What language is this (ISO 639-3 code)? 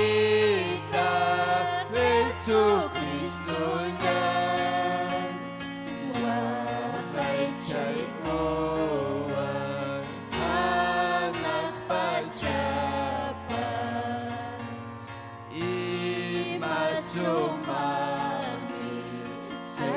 quy